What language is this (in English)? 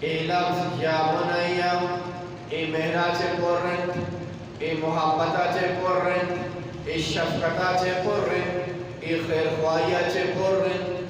Eastern Balochi